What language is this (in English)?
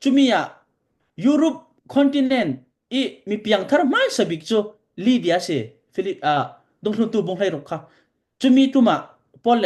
Falam Chin